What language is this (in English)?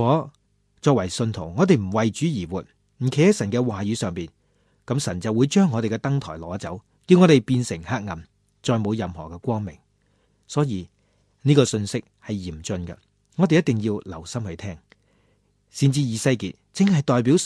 Cantonese